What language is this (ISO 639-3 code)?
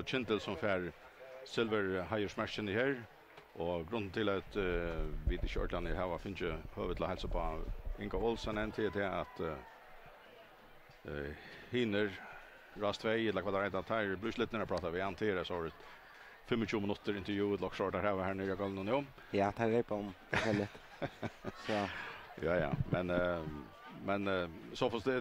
fao